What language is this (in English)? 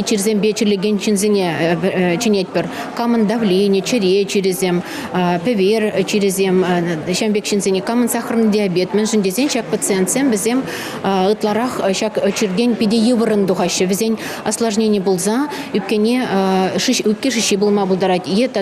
Chuvash